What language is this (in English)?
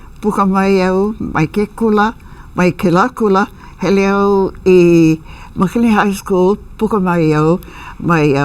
Hawaiian